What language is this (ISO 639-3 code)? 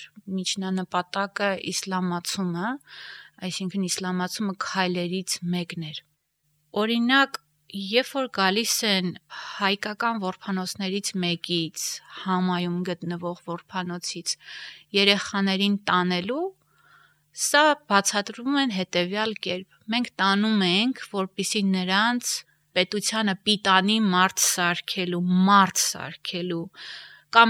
hye